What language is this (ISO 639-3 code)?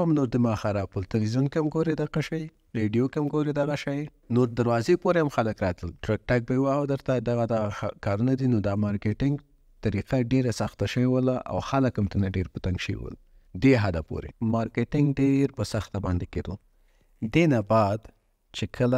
pus